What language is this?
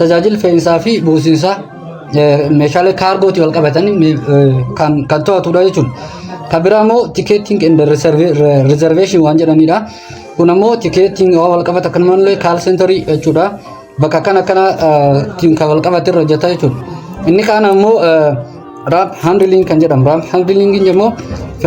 Oromo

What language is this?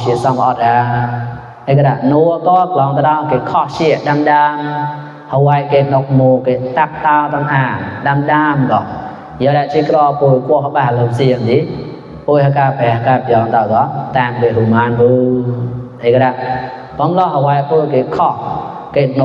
Mon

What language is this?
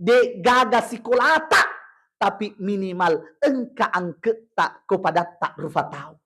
Buginese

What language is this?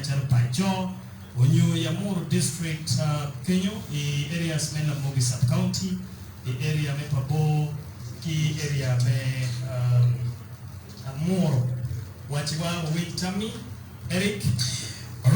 Acoli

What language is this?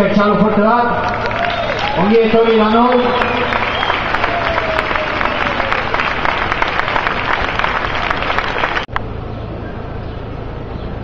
Basque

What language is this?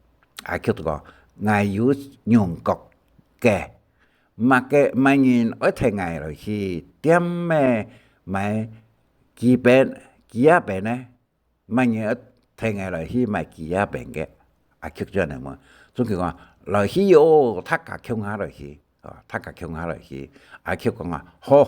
Hakka Chinese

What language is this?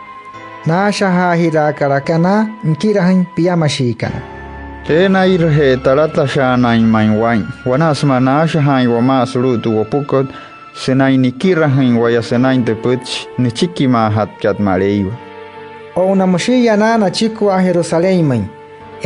Wayuu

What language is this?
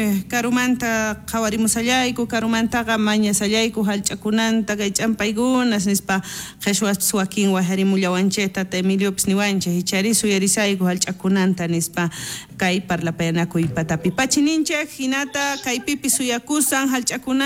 South Bolivian Quechua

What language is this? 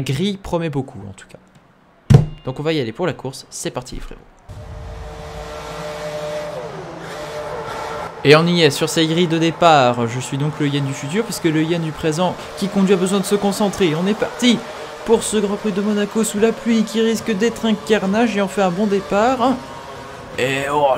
French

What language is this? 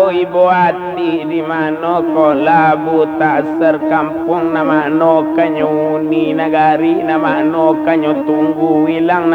Minangkabau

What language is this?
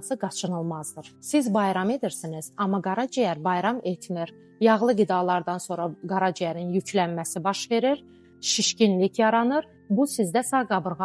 Azerbaijani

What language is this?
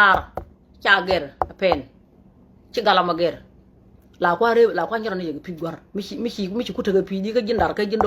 Nuer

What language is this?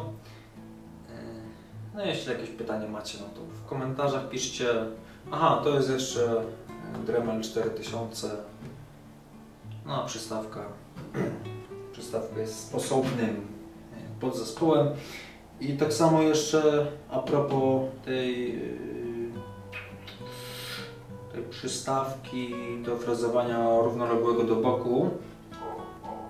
Polish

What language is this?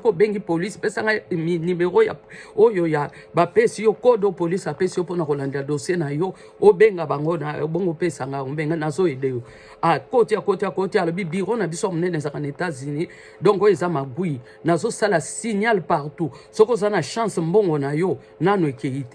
Lingala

